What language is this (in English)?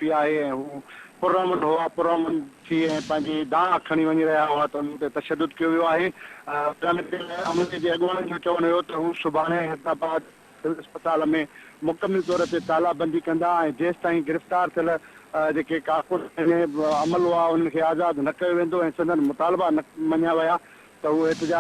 Sindhi